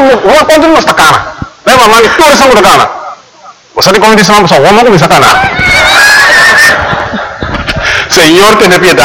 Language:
Papiamento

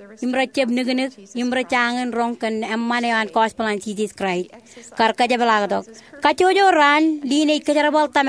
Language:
Marshallese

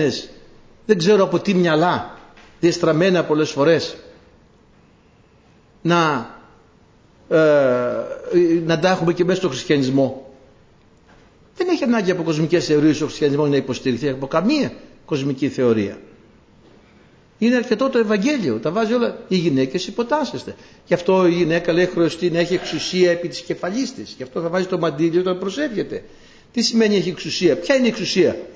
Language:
Greek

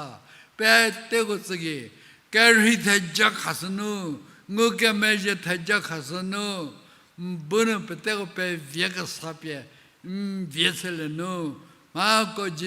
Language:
Angami Naga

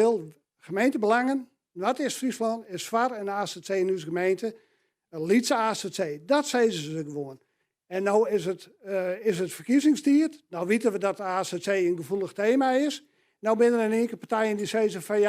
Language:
Western Frisian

